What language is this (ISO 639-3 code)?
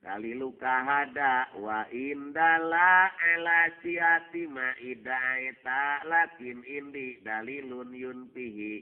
sun